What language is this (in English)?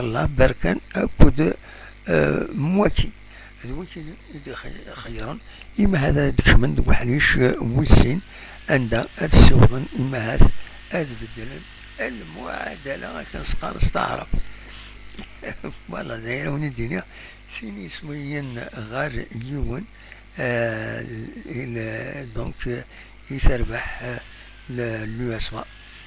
Kabyle